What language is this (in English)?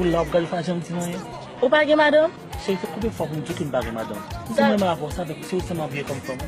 Haitian Creole